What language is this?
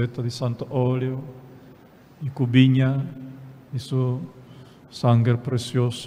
Papiamento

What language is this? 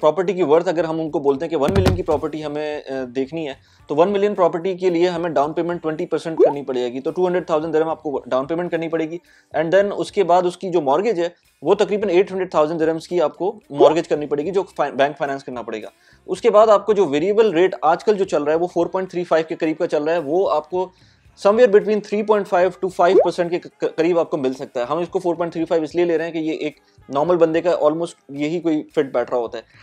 Hindi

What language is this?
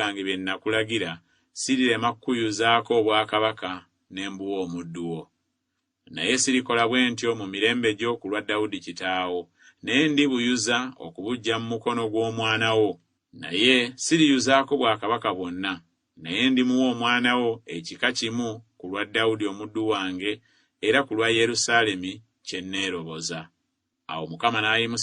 Ganda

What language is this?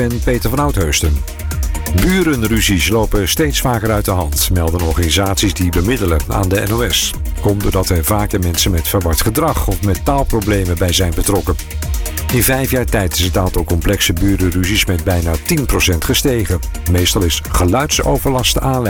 Dutch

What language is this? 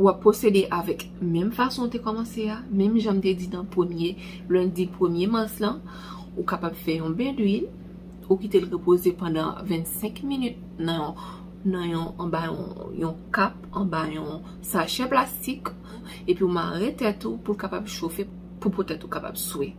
Haitian Creole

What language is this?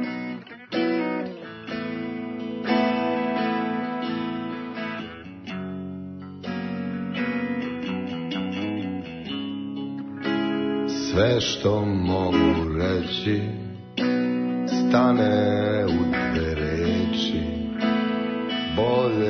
Serbian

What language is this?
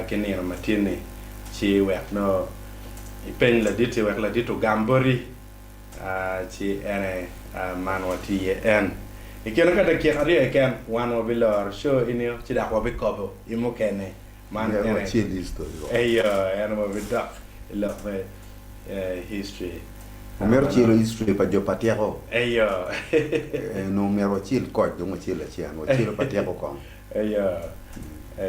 Acoli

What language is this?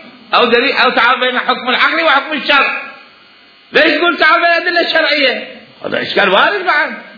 Mesopotamian Arabic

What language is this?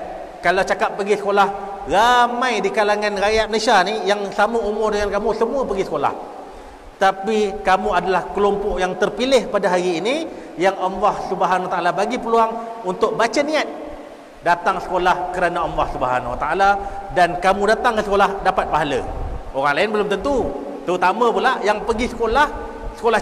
Malay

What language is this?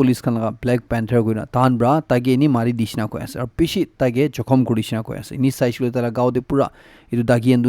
Naga Pidgin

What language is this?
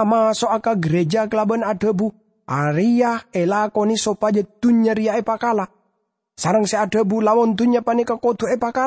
Madurese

